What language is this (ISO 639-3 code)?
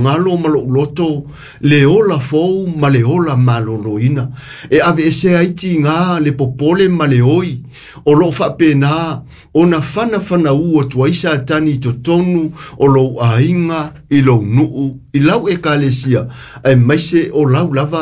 smo